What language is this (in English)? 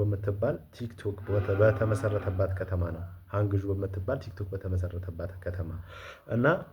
Amharic